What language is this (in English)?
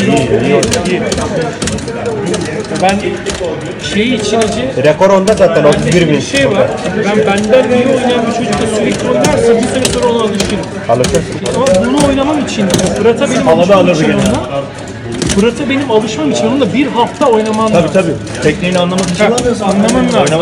Turkish